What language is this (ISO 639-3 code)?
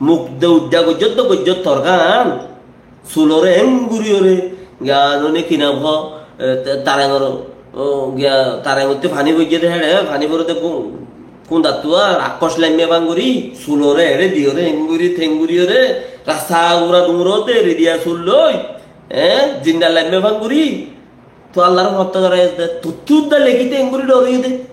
rhg